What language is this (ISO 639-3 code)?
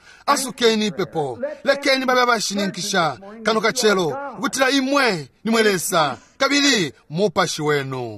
bem